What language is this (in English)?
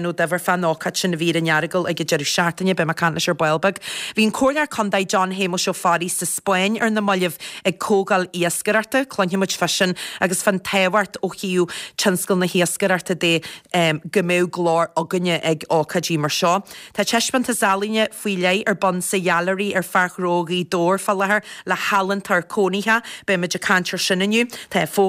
Irish